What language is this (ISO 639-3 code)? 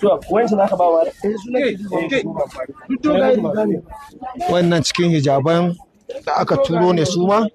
hau